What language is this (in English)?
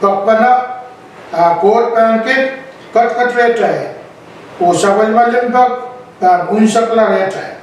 Pohnpeian